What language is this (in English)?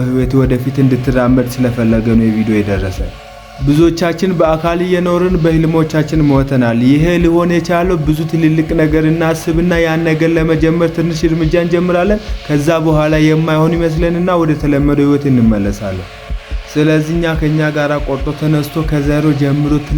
Amharic